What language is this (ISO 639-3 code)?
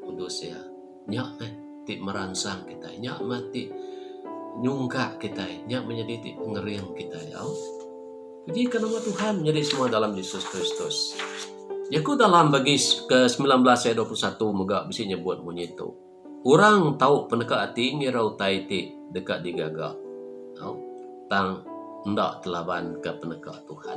iba